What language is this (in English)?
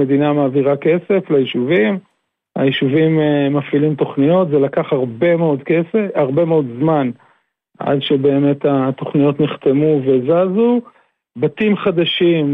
Hebrew